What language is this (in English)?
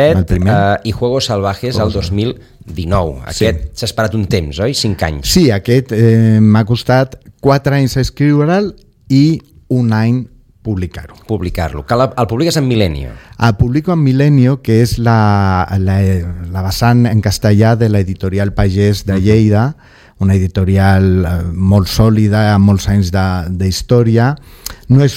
Catalan